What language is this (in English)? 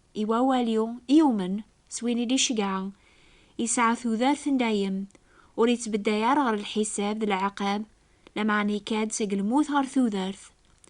Kabyle